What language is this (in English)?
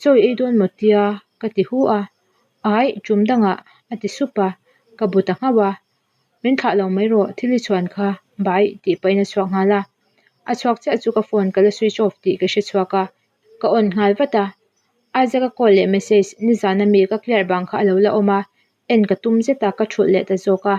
Mizo